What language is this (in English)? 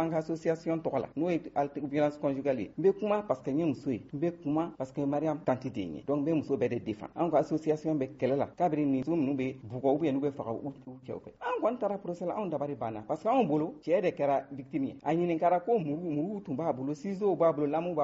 Bambara